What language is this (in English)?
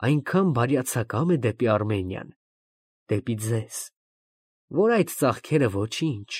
Armenian